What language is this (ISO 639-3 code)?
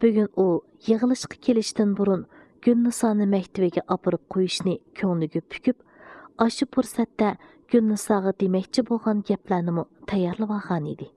uig